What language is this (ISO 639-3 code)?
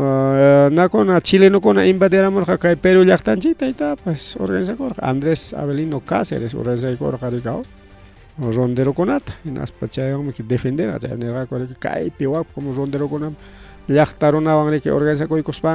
quy